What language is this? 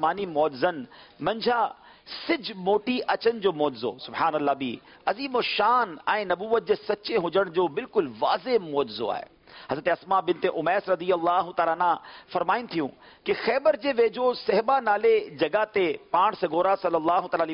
Sindhi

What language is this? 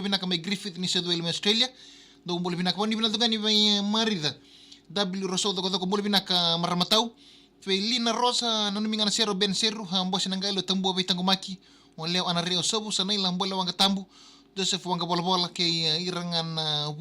Fijian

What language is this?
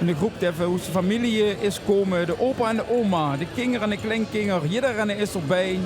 Limburgish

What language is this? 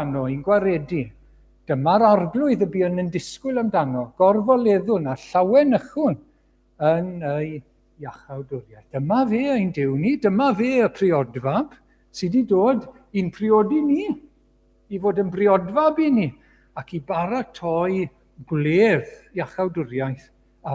Welsh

